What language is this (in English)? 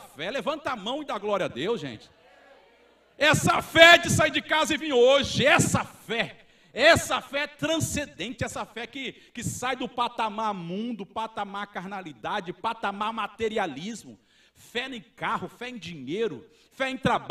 Portuguese